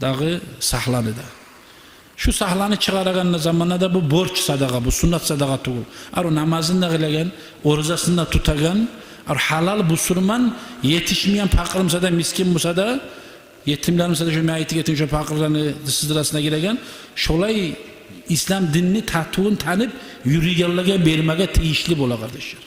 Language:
Kumyk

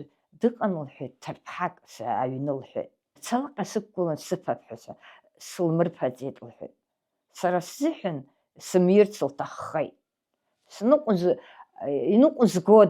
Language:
Abkhazian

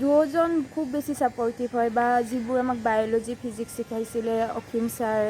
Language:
Assamese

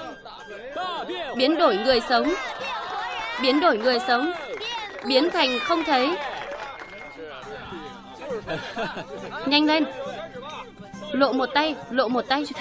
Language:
Vietnamese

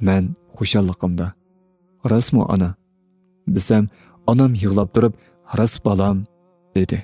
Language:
Uyghur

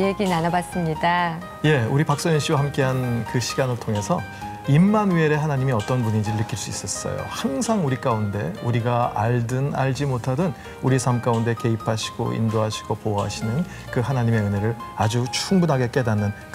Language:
Korean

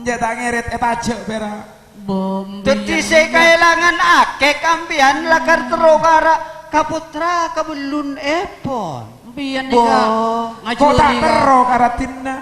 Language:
Madurese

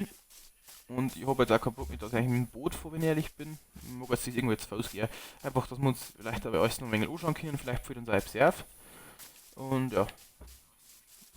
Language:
Bavarian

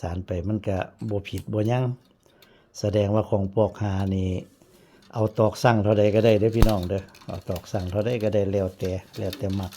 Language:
Northeastern Thai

